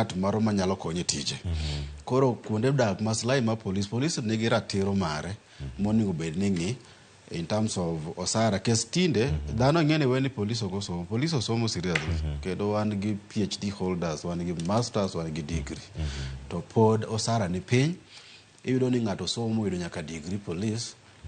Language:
Luo (Kenya and Tanzania)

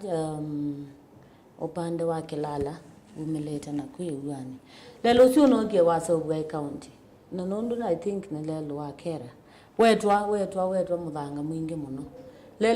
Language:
Kamba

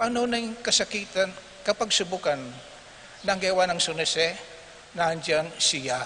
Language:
Pampanga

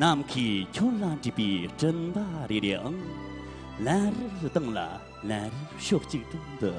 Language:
Tibetan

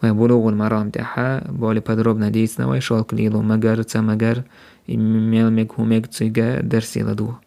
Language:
Chechen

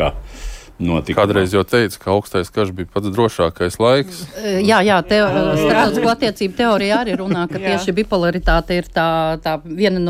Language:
Latvian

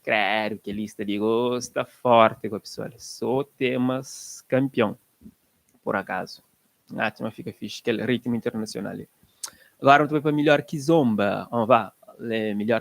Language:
Kabuverdianu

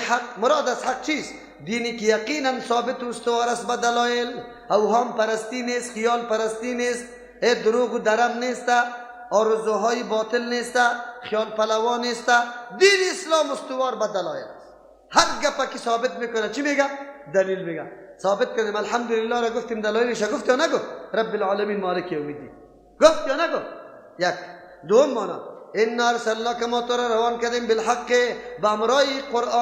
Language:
Persian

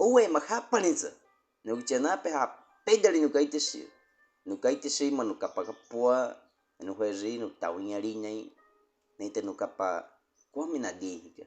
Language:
Baniwa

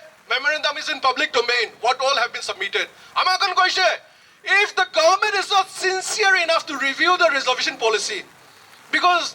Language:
Naga Pidgin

